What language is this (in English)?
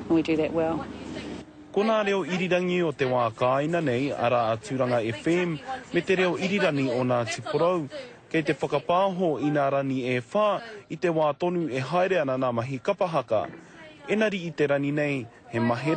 Māori